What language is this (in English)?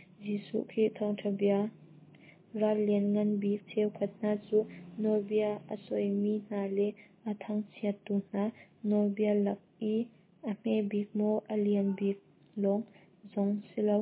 Hakha Chin